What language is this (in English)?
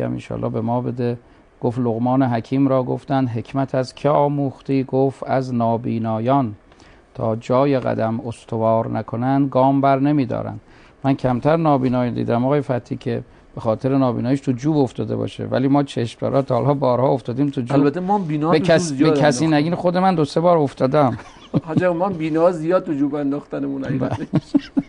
Persian